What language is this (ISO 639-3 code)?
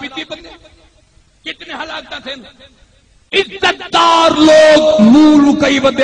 skr